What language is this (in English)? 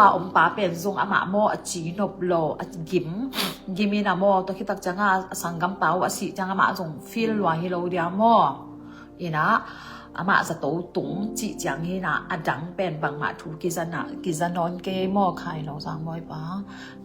Tedim Chin